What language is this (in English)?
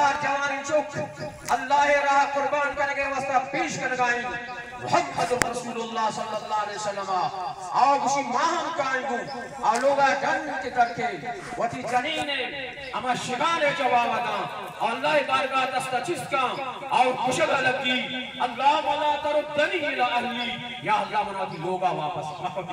Baluchi